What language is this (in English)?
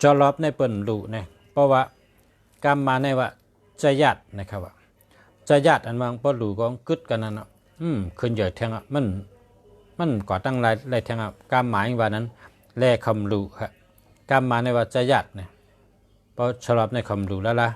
Shan